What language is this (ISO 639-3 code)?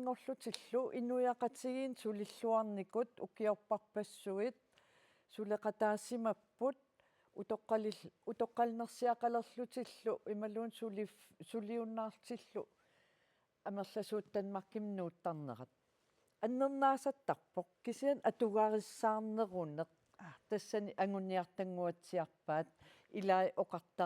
kal